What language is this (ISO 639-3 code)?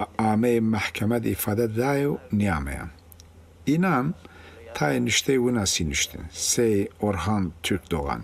zza